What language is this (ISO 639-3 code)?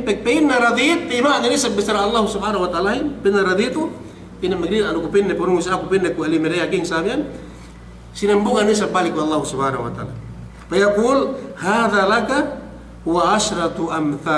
yka